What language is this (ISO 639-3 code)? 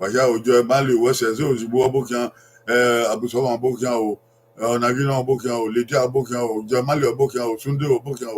bin